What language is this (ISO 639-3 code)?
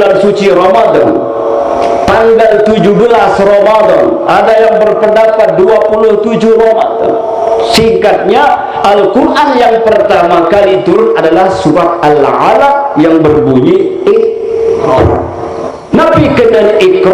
sas